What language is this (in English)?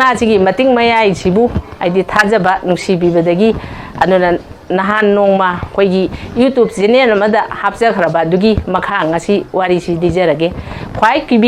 Manipuri